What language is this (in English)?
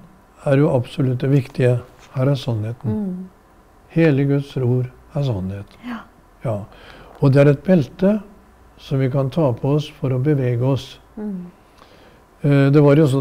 Norwegian